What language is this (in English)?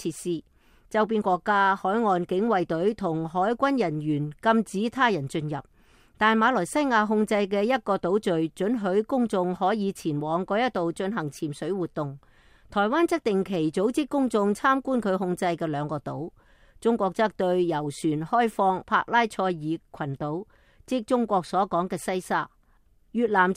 Cantonese